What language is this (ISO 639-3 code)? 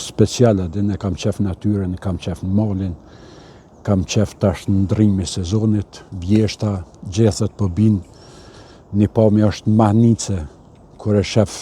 sqi